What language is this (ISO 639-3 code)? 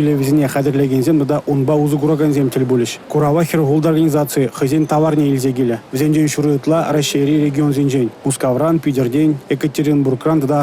chv